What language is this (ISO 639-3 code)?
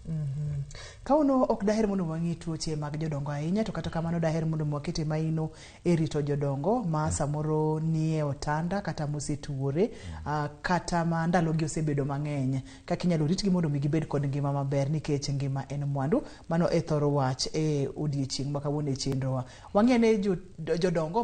luo